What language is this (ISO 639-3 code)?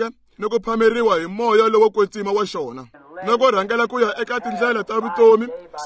tso